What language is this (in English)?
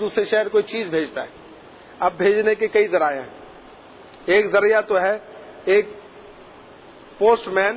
Urdu